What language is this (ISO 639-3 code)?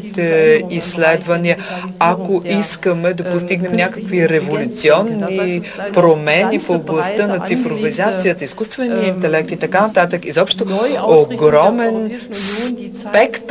bul